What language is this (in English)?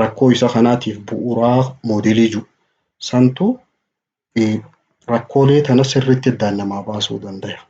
Oromo